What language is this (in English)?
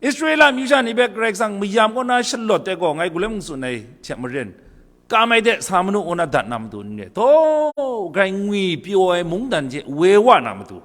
Kachin